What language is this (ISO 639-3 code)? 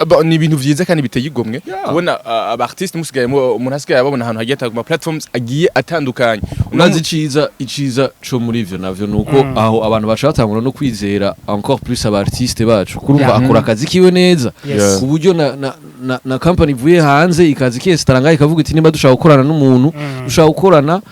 run